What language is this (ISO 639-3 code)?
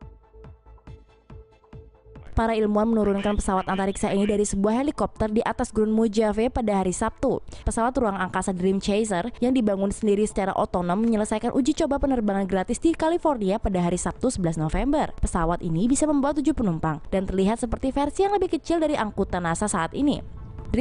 ind